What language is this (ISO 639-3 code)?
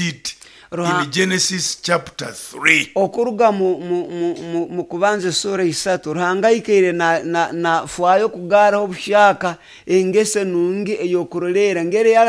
nyo